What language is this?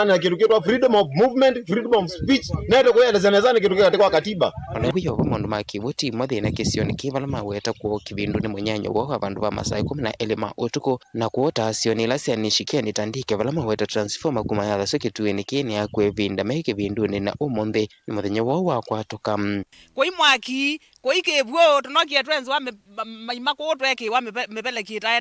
Kamba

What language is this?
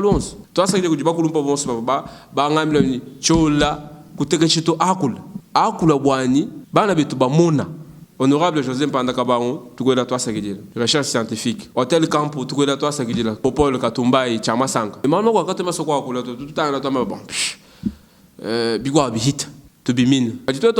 Luba-Lulua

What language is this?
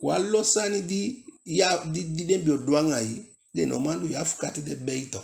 Eastern Maroon Creole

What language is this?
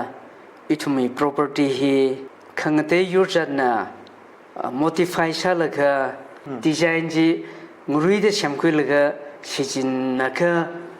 Tangkhul Naga (India)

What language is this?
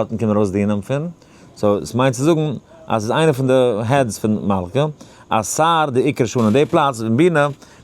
Yiddish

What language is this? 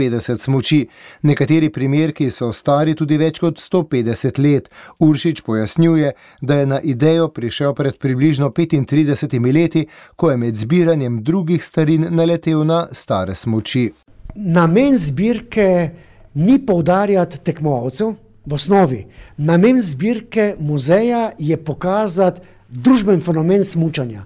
Slovenian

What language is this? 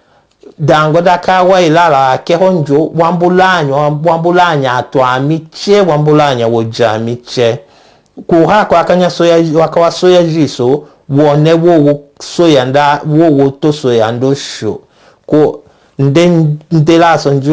Tetela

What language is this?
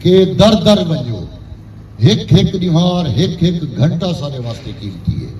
Saraiki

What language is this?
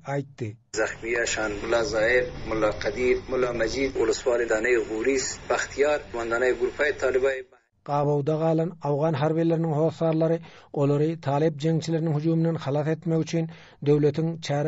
Turkmen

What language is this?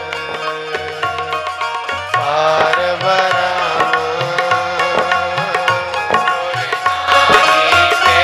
Punjabi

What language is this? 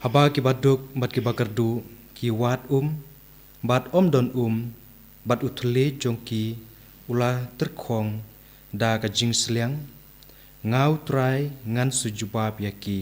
Khasi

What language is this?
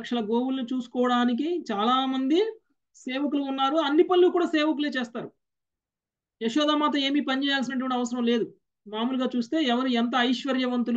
Telugu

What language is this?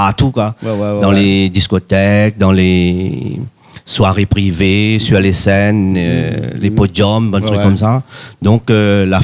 Réunion Creole French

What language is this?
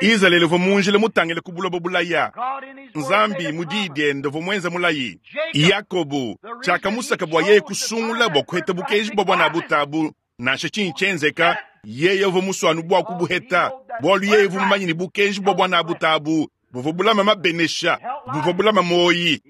Luba-Lulua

